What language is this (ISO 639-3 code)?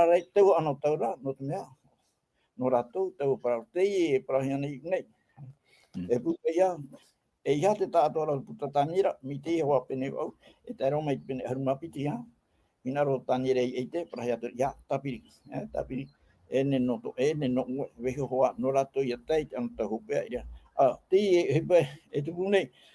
tah